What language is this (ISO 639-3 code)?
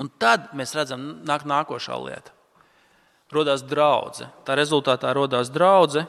lav